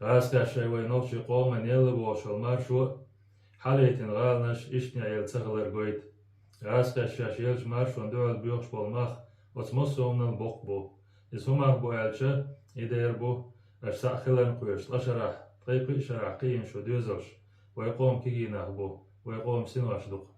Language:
Chechen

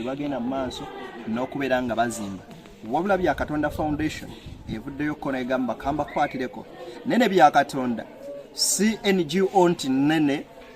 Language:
Ganda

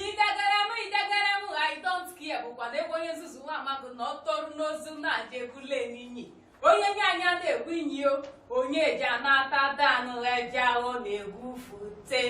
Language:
Igbo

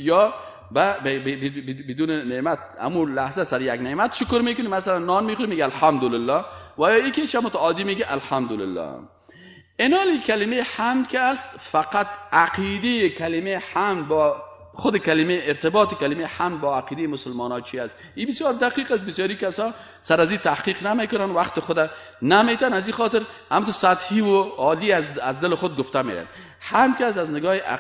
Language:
Persian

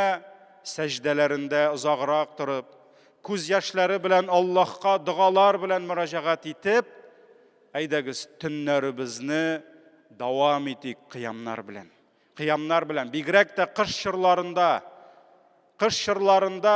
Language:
Tatar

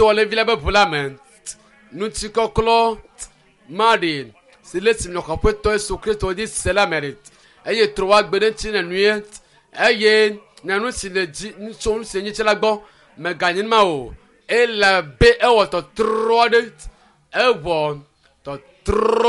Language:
Ewe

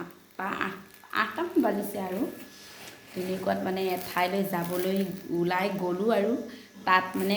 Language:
Assamese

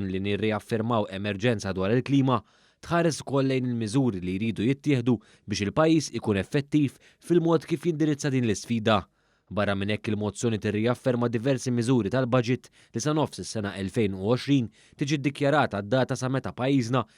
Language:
Maltese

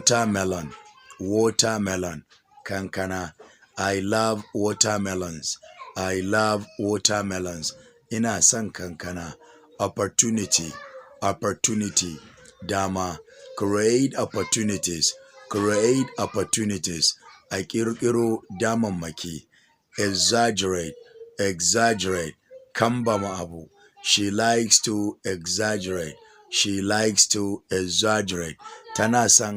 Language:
Hausa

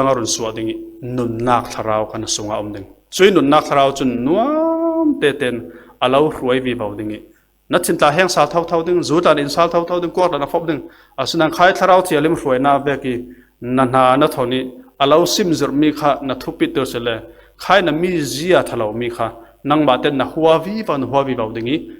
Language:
Falam Chin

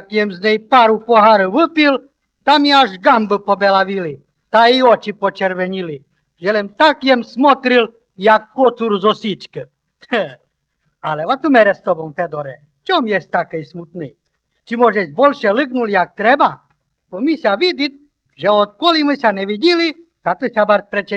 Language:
Rusyn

